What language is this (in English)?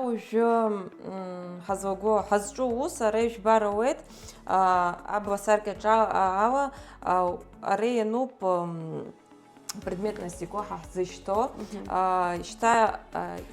Abkhazian